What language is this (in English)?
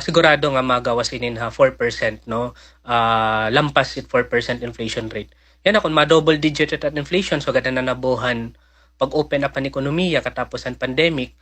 Waray